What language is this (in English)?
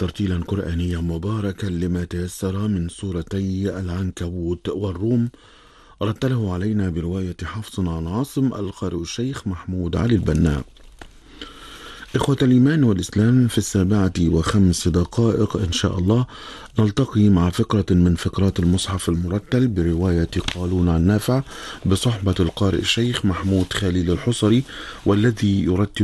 Arabic